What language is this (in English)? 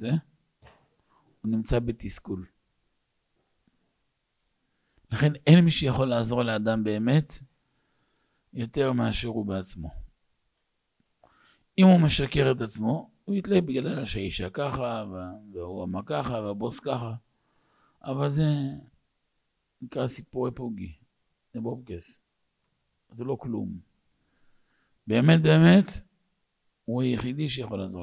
Hebrew